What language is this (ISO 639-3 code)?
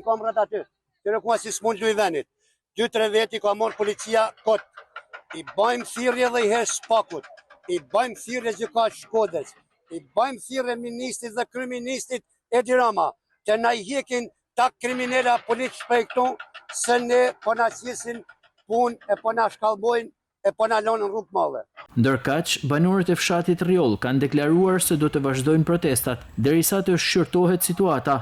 sqi